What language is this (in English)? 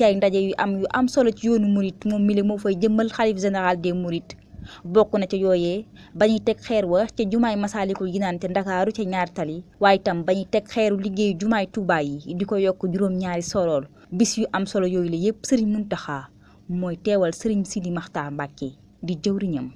Wolof